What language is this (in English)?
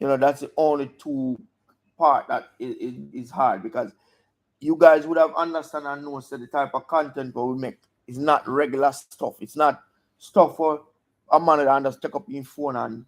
Jamaican Creole English